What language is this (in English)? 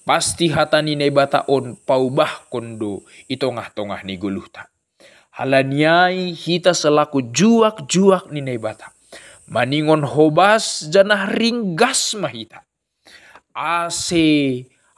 Batak Simalungun